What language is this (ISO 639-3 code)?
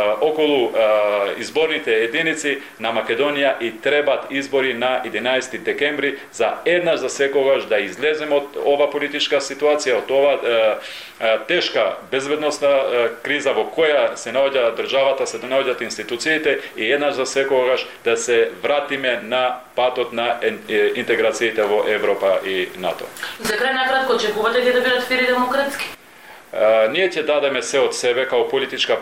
mkd